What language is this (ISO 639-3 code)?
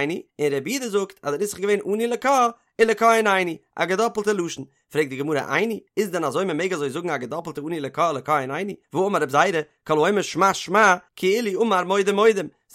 yid